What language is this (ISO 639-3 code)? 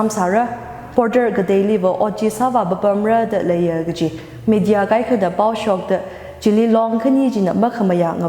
nmf